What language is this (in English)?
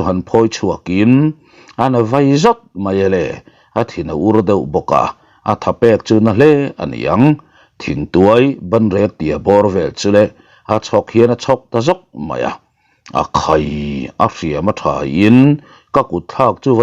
Mizo